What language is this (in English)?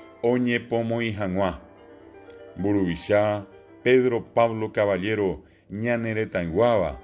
Guarani